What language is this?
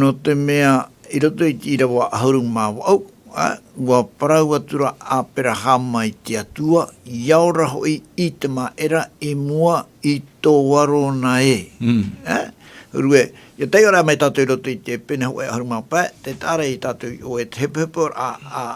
Tahitian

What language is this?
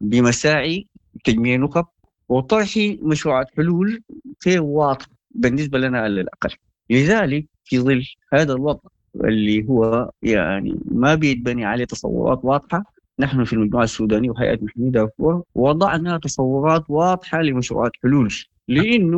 Sudanese Arabic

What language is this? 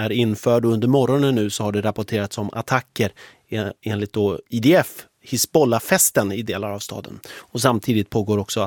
Swedish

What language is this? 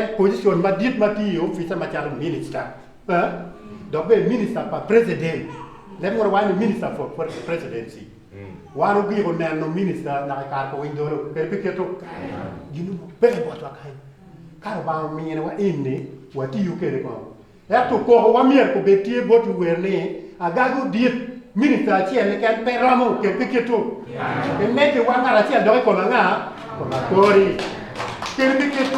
Acoli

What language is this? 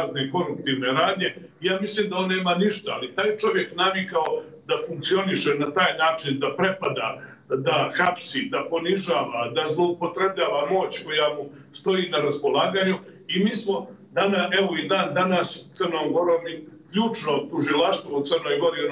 Serbian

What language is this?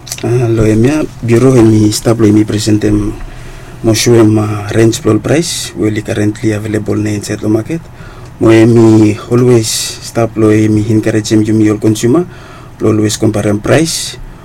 Bislama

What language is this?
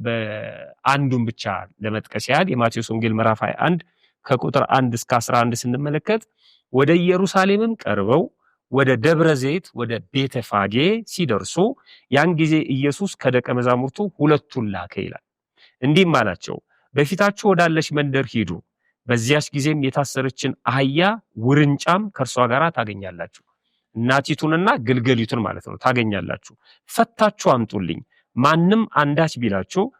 Amharic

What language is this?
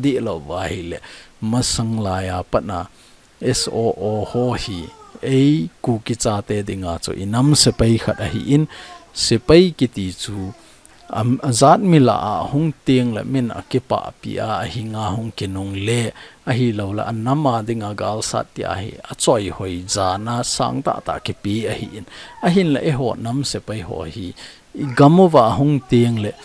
Thado Chin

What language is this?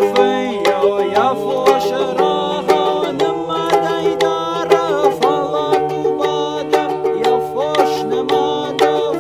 Ossetic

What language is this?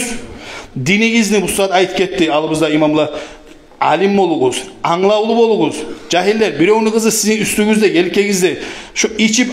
Kumyk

